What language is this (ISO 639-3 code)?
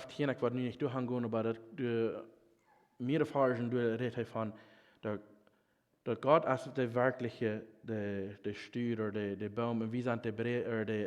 pdt